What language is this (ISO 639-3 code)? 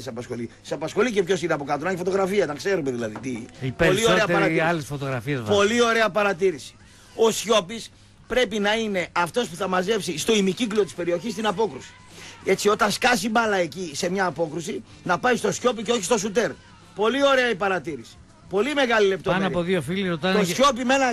ell